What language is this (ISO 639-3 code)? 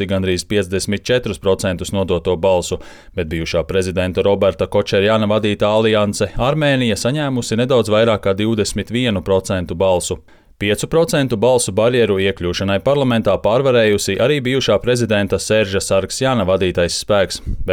lav